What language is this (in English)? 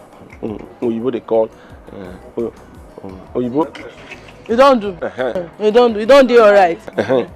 Nigerian Pidgin